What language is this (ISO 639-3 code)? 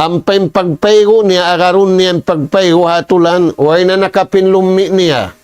tsg